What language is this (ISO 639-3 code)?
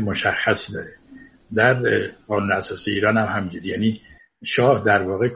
fas